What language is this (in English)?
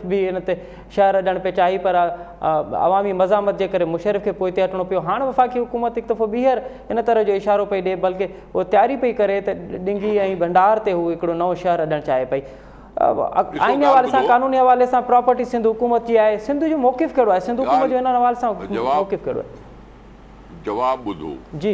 Sindhi